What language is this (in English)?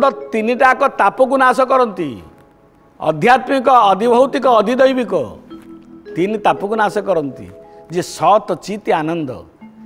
Odia